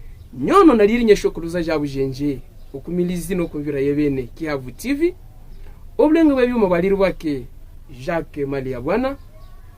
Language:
Havu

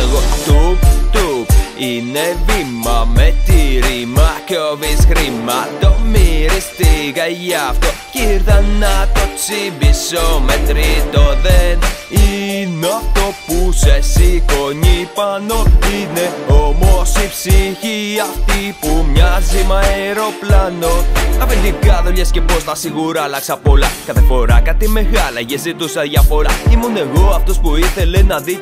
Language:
Greek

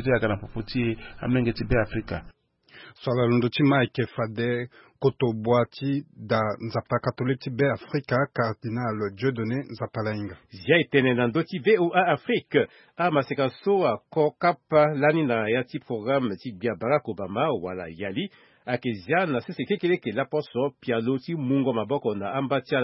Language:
Sango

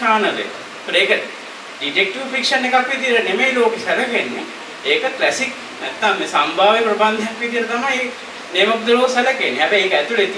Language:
Sinhala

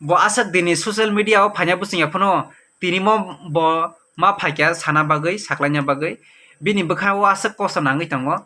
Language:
Kok Borok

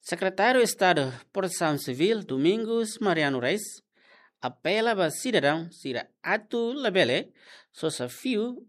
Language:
Tetum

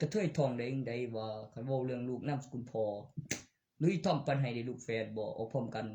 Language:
Northeastern Thai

